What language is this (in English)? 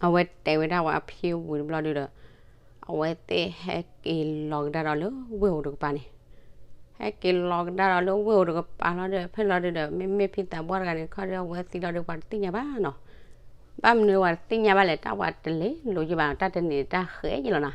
S'gaw Karen